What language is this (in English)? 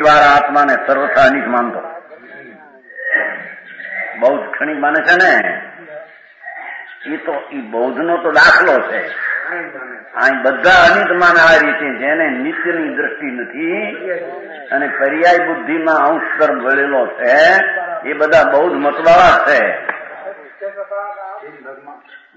Gujarati